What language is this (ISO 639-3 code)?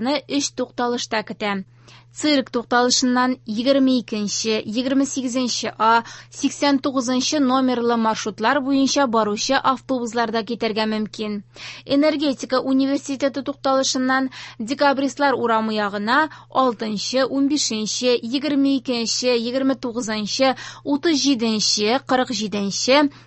tat